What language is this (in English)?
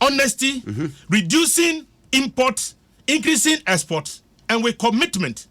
Akan